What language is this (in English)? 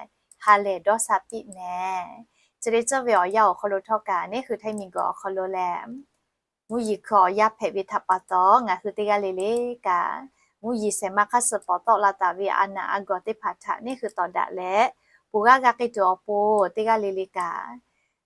Lahu